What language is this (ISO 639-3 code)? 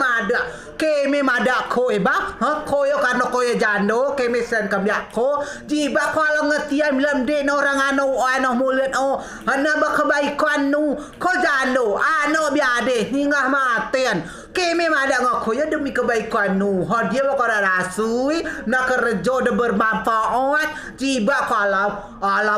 rej